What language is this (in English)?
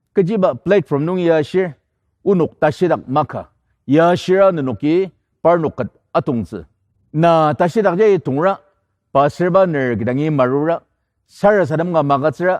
Ao Naga